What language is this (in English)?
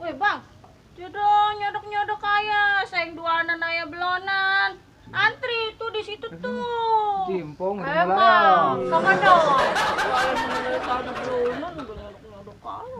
Betawi